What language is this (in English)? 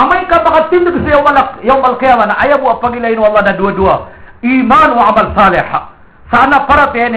Maranao